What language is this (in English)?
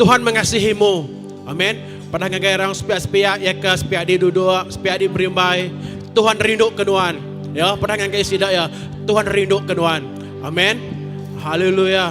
Iban